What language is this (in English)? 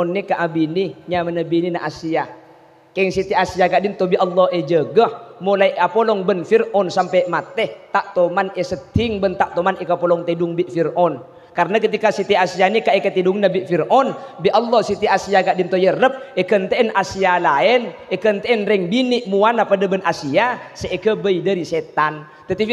Madurese